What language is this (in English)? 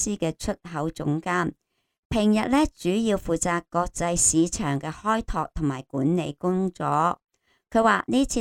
Cantonese